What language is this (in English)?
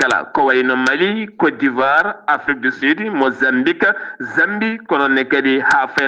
Fula